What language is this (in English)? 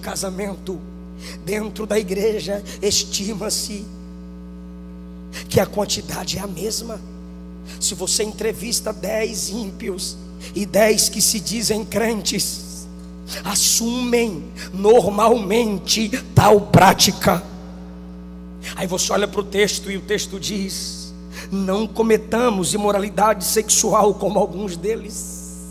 Portuguese